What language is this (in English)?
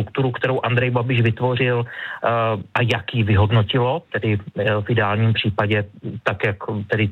Czech